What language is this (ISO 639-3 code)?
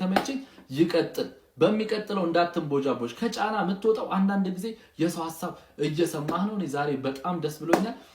amh